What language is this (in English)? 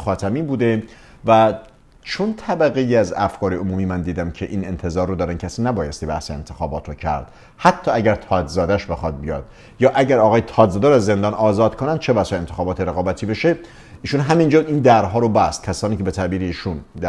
Persian